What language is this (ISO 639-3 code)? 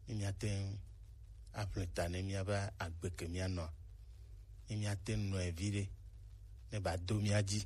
gej